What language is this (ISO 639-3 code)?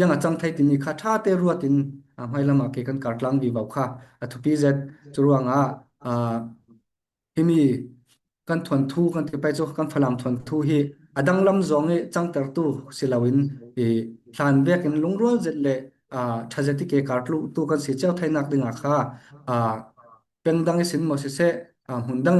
cfm